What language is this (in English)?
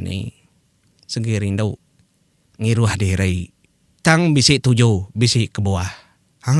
Iban